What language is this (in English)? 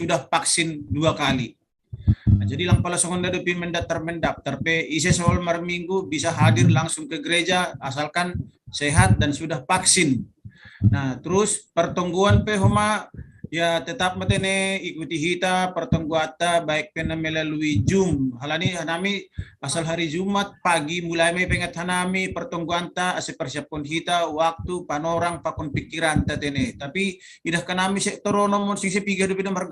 Batak Simalungun